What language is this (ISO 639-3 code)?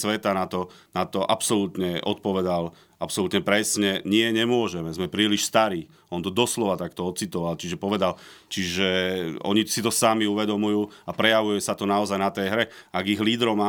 slk